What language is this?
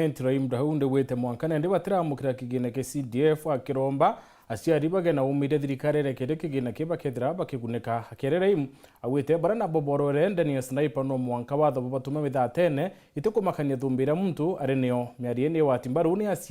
Meru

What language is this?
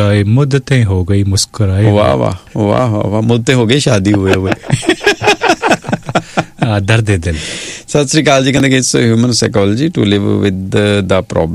Punjabi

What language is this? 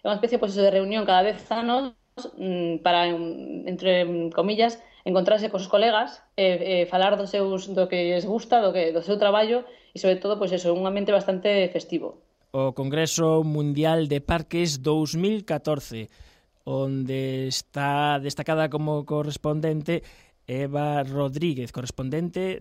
Galician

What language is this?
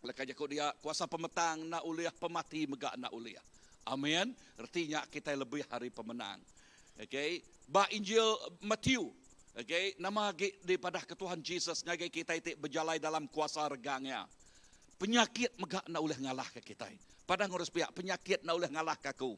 Iban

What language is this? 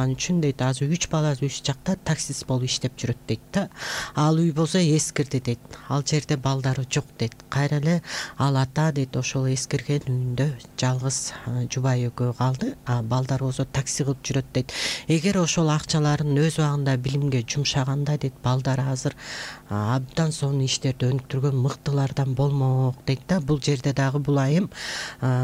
Kyrgyz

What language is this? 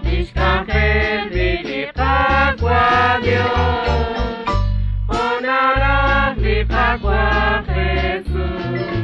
Kekchí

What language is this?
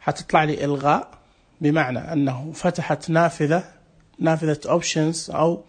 Najdi Arabic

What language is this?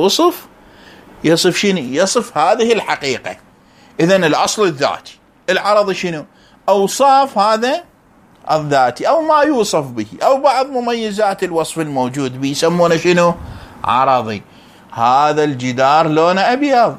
Moroccan Arabic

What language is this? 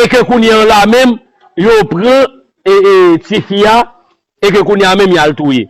Haitian Creole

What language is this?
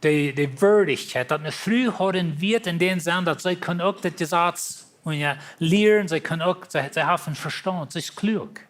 Plautdietsch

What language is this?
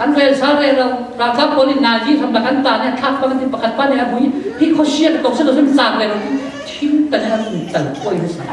Falam Chin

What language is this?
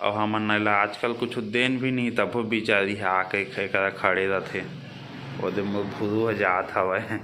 Chhattisgarhi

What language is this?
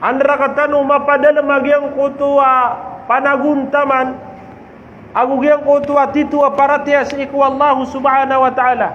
Maranao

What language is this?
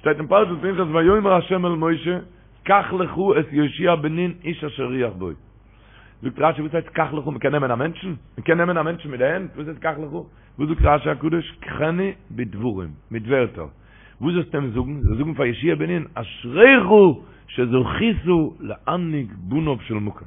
Yiddish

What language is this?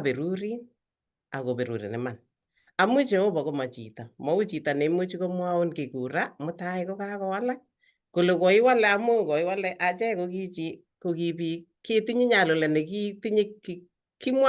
Kalenjin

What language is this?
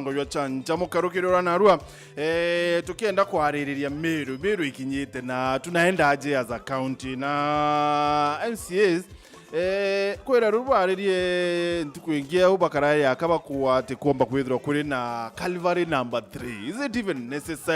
Meru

